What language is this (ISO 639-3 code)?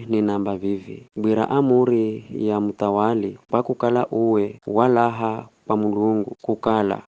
nyf